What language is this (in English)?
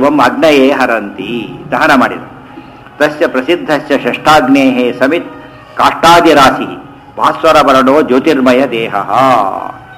Kannada